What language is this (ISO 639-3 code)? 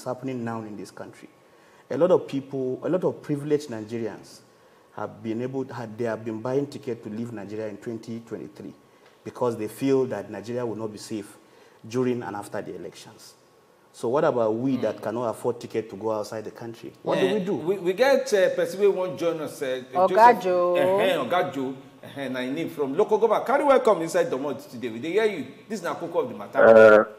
pcm